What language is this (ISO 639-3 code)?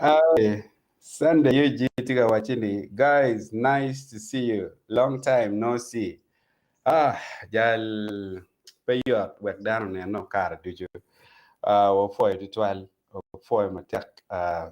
ach